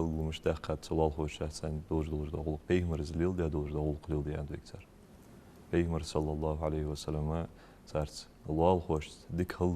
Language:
Ingush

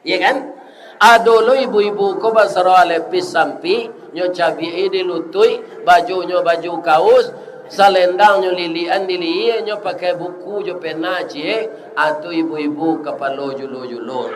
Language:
Minangkabau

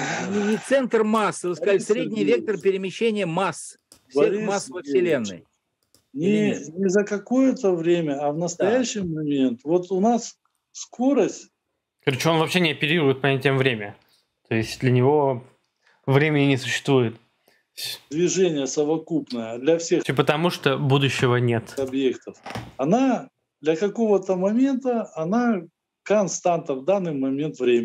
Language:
Russian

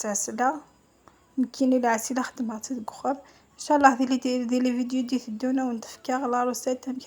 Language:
Kabyle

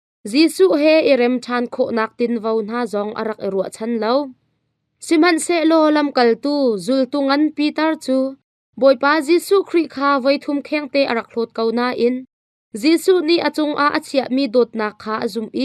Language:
Hakha Chin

